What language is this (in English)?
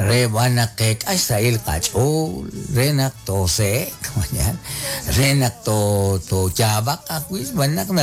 Kekchí